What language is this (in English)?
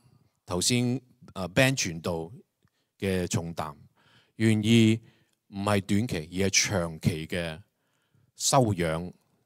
Cantonese